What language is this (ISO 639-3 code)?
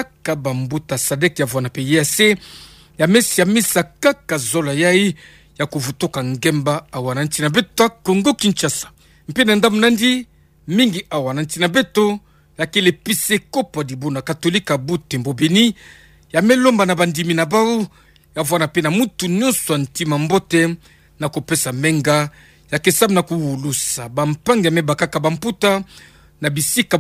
ktu